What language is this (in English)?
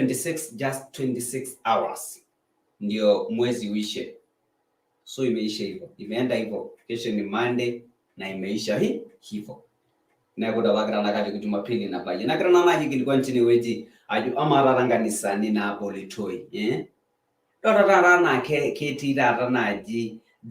Masai